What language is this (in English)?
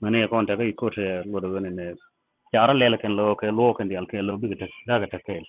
Nuer